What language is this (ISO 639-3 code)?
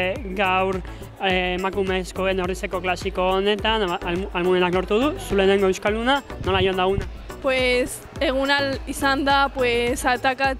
eus